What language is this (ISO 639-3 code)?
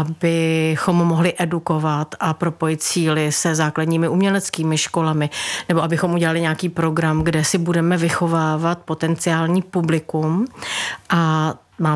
ces